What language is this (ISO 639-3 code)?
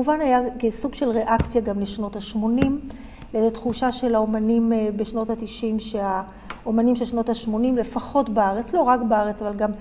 heb